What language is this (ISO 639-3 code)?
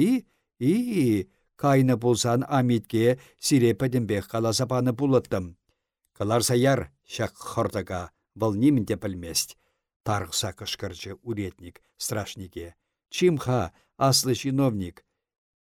chv